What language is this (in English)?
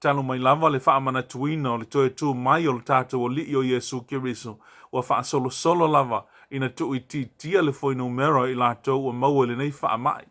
Samoan